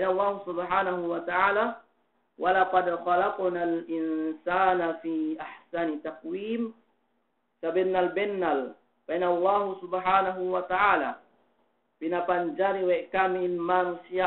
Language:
Yakan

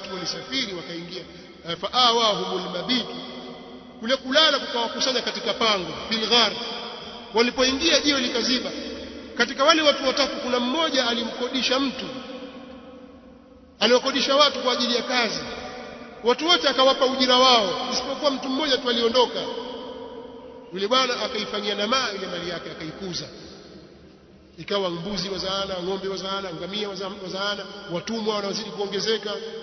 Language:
Swahili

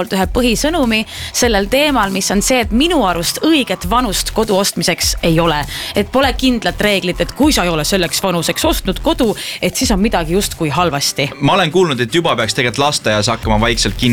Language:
Estonian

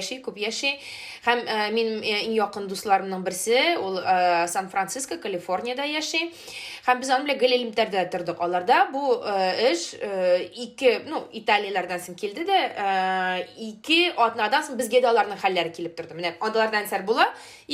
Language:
Tatar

